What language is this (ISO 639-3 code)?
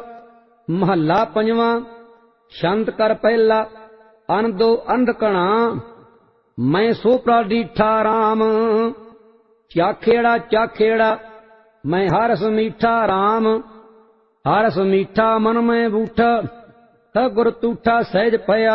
pan